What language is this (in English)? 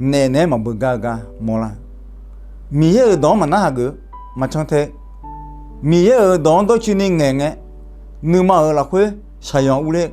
Akha